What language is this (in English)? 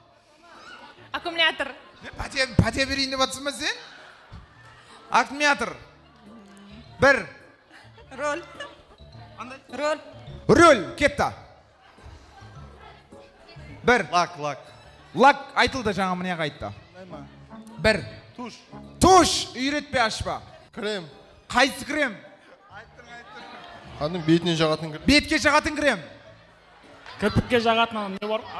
Kazakh